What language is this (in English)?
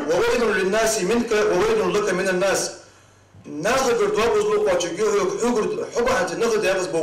Ingush